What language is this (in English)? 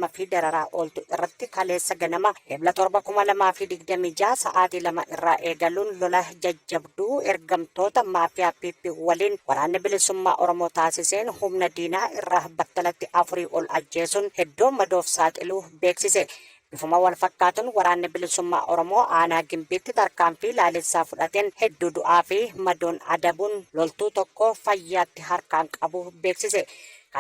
Oromo